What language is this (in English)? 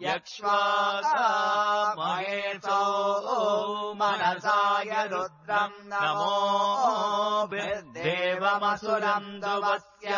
Sanskrit